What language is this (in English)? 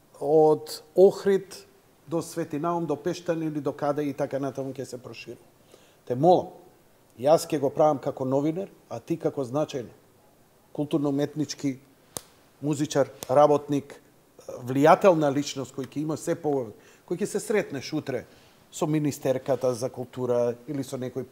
Macedonian